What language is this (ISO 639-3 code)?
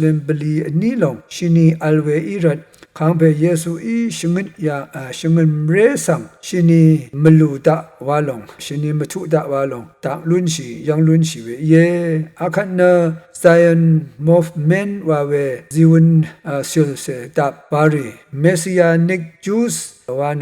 raw